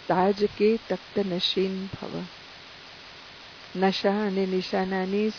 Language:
Gujarati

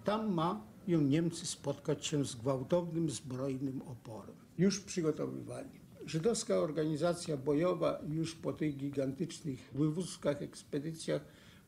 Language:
Polish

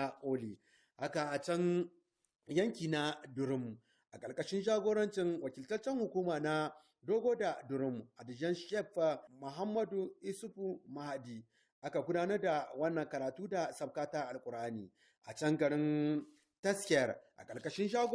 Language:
Hausa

